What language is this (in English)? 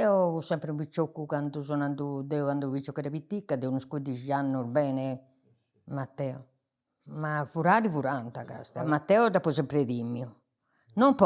Sardinian